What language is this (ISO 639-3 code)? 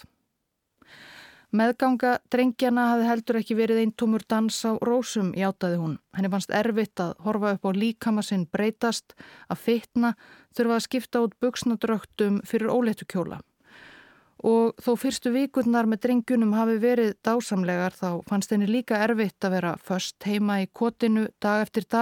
isl